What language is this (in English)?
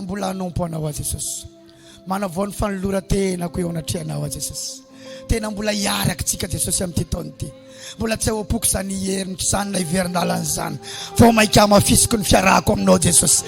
Malagasy